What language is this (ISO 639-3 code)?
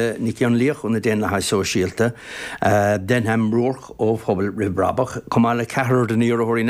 gle